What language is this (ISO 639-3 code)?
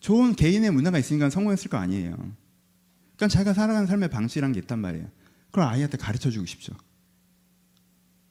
kor